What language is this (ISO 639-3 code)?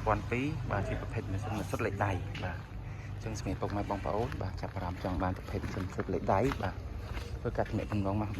khm